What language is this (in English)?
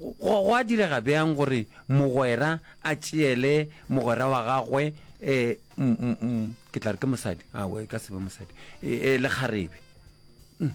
Northern Sotho